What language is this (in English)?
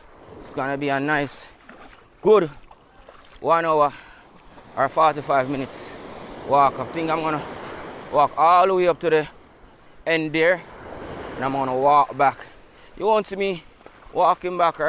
Jamaican Creole English